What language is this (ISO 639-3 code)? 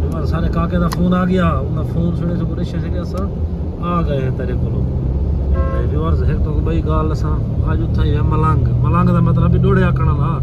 skr